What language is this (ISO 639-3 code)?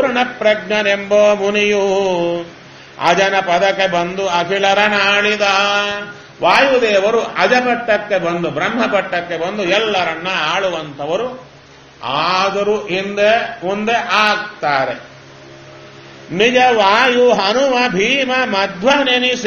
kan